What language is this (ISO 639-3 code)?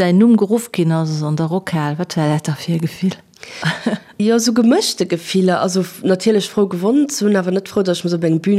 ltz